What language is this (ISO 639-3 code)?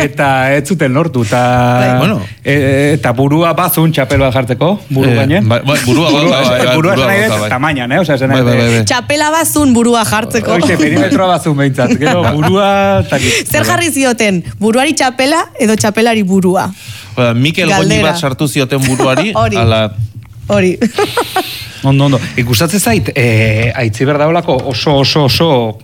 eus